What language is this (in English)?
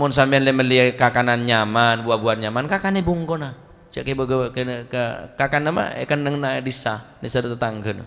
Madurese